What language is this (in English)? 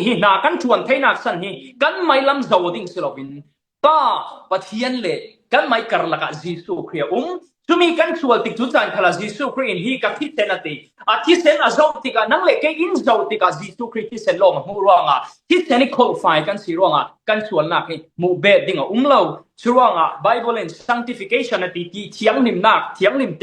Falam Chin